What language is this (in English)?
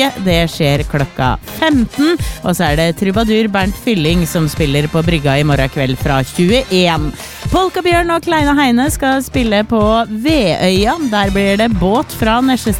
Norwegian